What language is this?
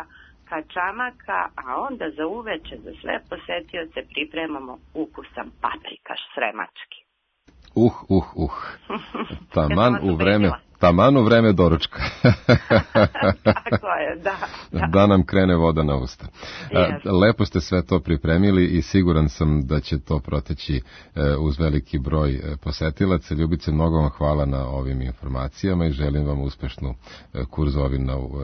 Serbian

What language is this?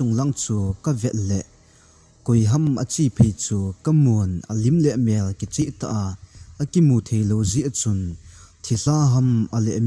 Thado Chin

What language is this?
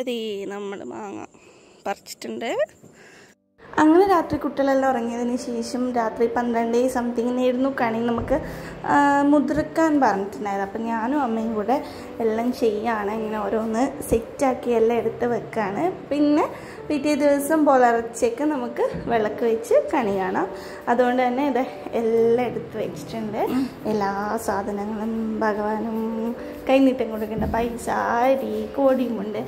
Malayalam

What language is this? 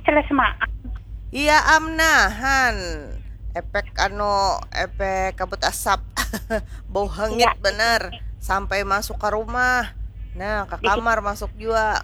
Banjar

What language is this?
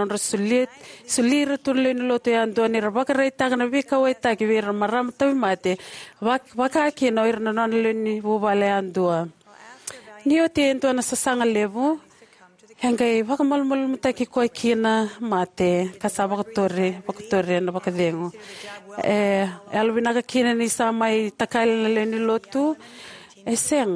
Fijian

